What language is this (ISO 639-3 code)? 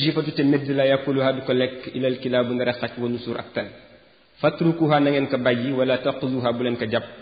wol